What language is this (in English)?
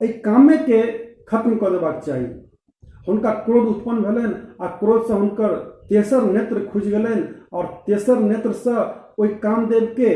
Maithili